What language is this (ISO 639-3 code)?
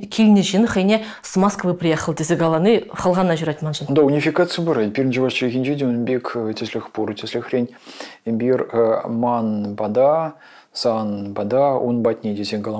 chv